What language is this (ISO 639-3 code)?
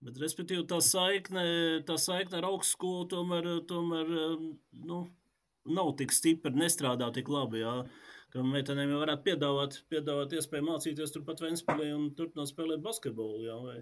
lav